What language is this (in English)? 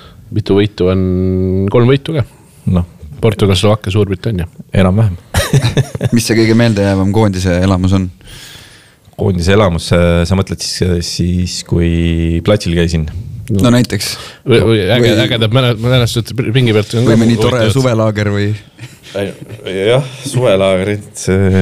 Estonian